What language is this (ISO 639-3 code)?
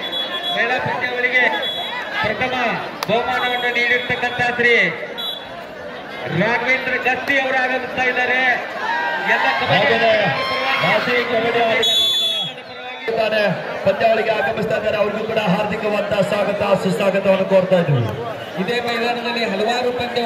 kan